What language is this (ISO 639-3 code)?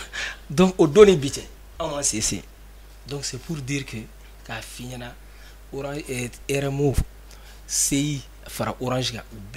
bam